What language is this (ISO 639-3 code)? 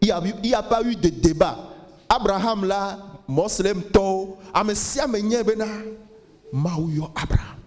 ewe